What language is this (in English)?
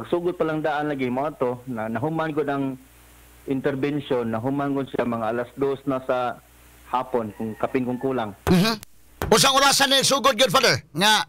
Cebuano